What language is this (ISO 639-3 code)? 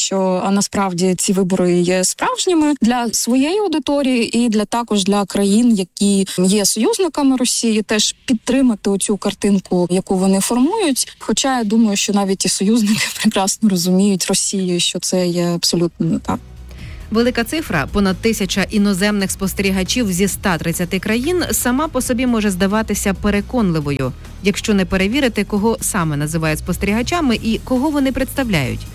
ukr